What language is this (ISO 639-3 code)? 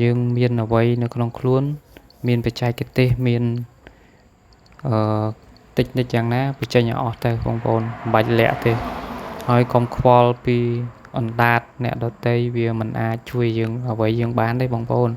khm